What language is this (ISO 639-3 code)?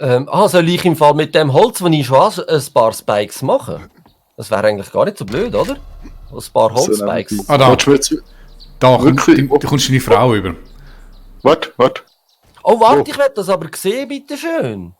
gsw